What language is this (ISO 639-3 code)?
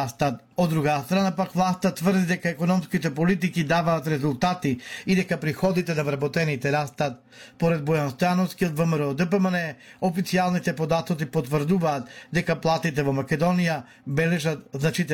mkd